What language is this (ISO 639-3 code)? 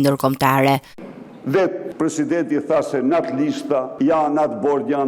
sqi